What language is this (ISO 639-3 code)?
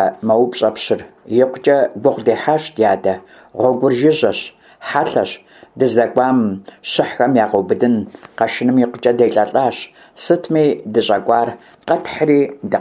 kbd